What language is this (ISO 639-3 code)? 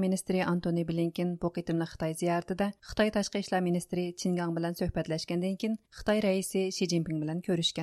uig